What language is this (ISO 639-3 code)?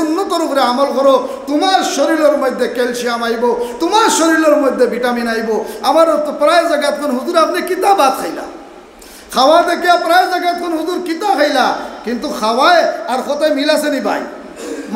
syl